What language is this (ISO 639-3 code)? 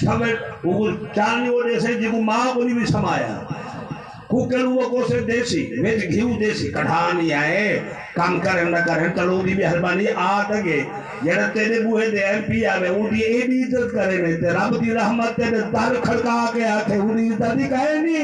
skr